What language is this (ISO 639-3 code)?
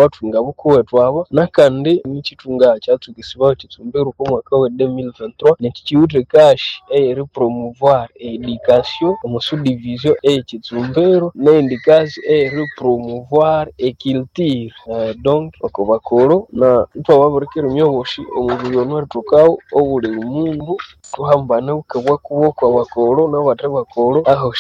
nnb